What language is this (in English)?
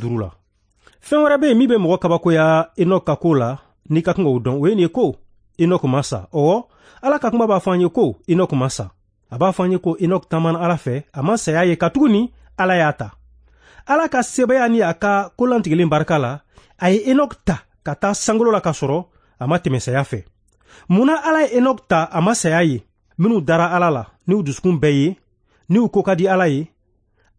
Bambara